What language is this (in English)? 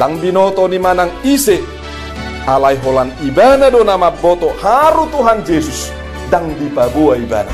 Batak Toba